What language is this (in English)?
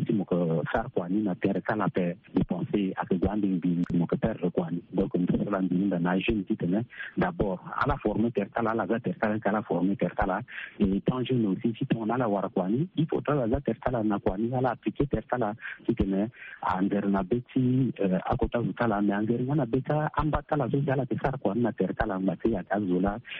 Sango